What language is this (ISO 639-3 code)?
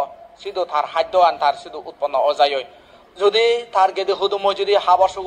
ccp